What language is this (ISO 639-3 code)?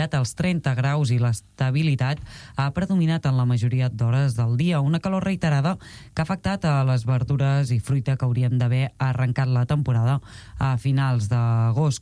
cat